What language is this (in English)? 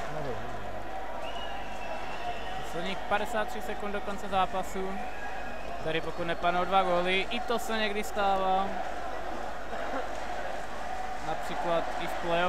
Czech